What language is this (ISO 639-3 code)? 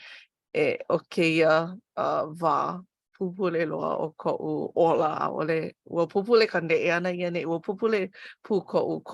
haw